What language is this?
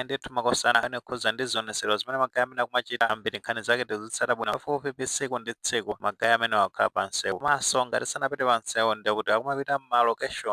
Nyanja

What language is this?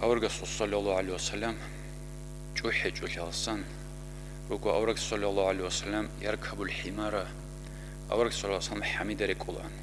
Avaric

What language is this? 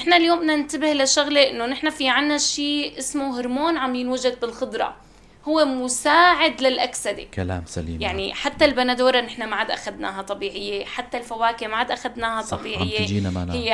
North Levantine Arabic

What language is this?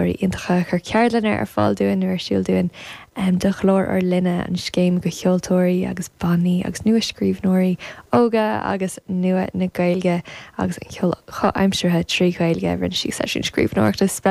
Irish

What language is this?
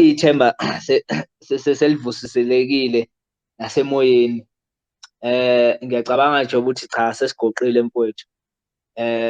Zulu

